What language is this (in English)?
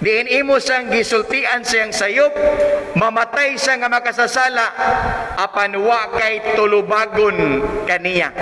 Cebuano